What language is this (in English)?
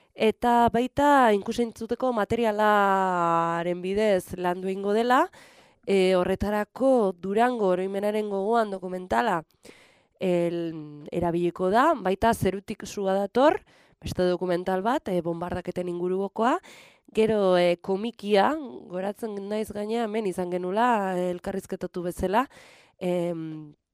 Basque